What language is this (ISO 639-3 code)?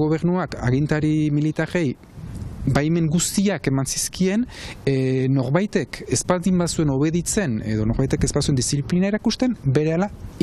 eus